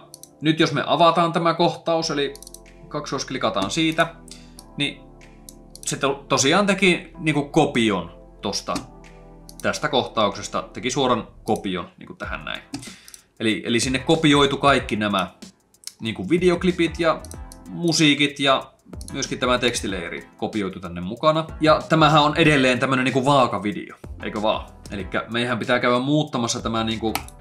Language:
Finnish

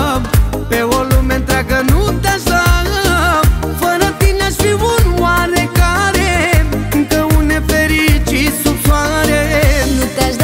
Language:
Romanian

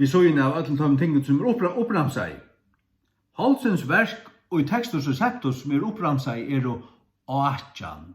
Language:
Faroese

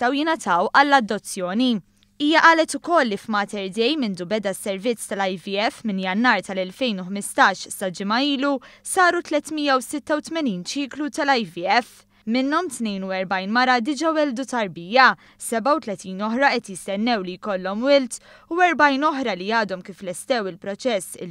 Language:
Maltese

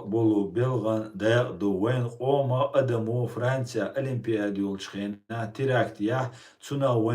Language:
Chechen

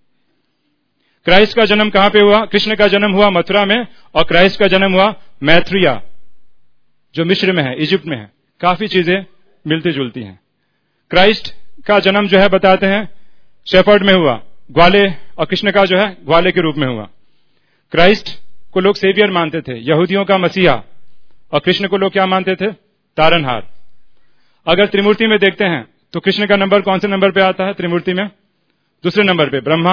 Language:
Hindi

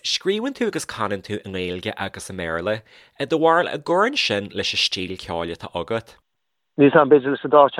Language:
Irish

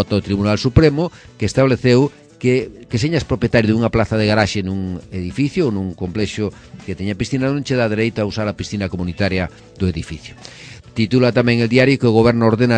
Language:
Galician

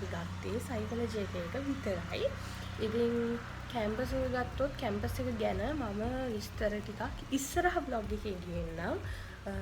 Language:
Sinhala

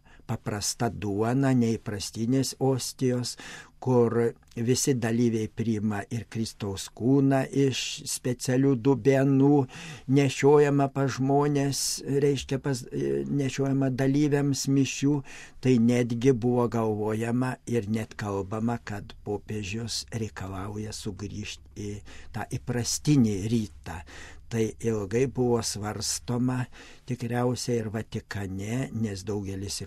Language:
Lithuanian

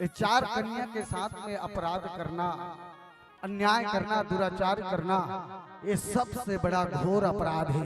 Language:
Chhattisgarhi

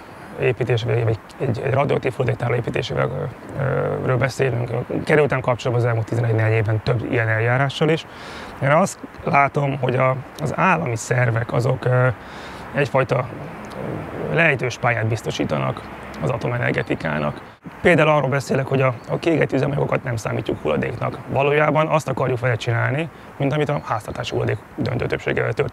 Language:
Hungarian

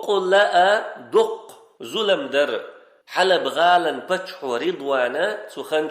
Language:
Chechen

